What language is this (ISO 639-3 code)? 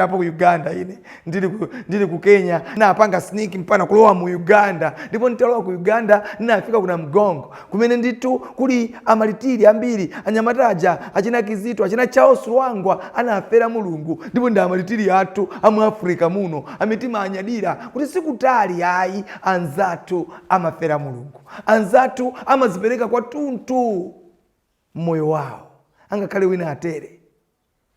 nya